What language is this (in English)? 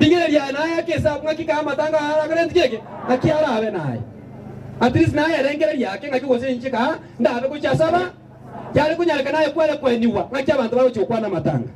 Gusii